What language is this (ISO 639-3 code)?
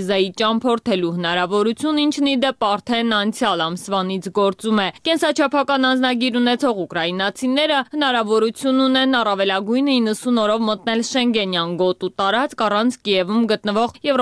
hye